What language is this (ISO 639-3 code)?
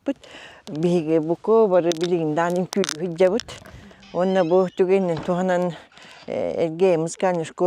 sah